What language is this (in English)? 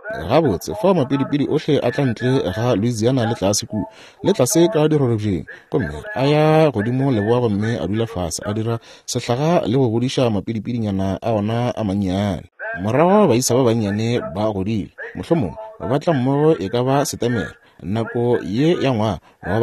Northern Sotho